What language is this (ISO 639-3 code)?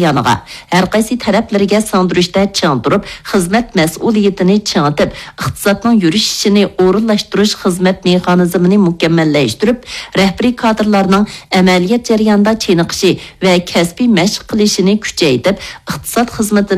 uig